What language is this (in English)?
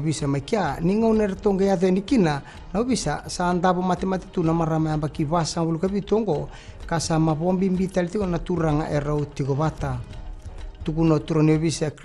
Fijian